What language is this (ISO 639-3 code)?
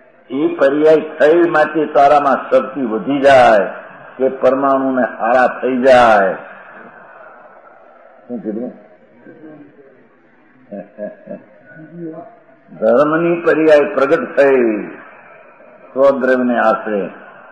guj